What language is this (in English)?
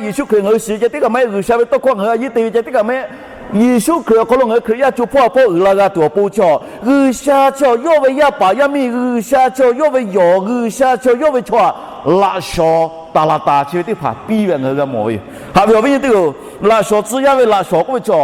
Lahu